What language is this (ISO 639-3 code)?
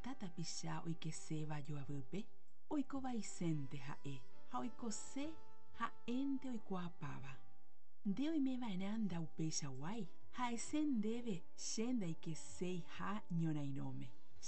grn